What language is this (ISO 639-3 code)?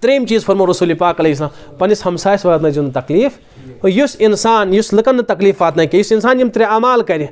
kas